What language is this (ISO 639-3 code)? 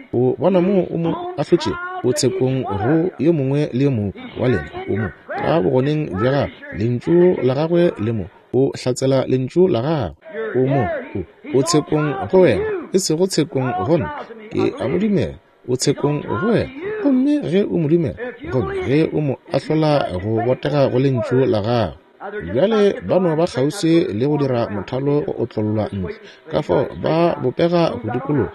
nso